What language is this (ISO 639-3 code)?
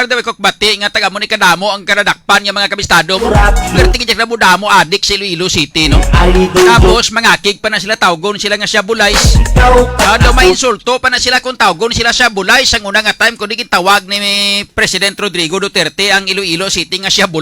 hil